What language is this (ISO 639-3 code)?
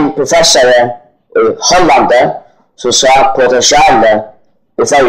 fao